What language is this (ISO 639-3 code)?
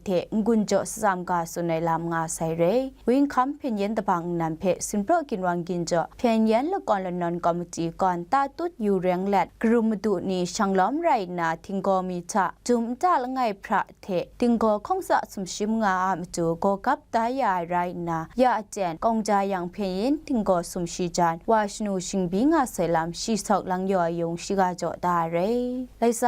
kac